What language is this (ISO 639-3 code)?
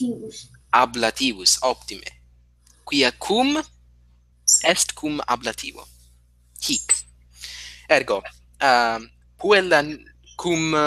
lat